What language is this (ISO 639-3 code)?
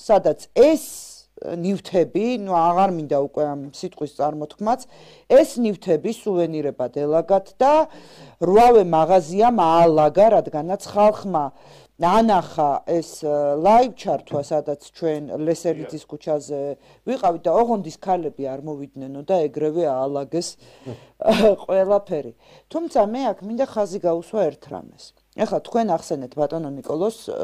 kat